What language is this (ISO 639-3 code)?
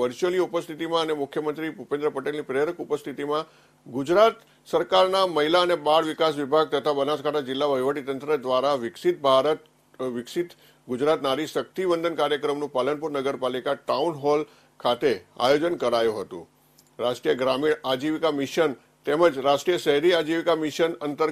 guj